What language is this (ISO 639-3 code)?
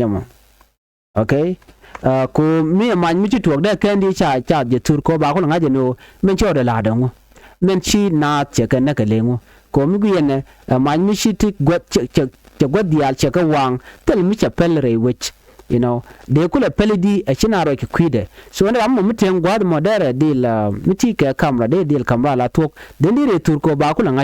nus